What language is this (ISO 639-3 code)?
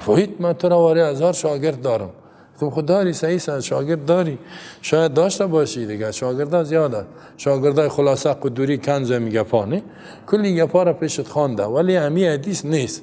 fas